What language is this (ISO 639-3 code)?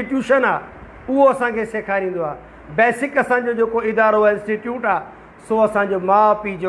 snd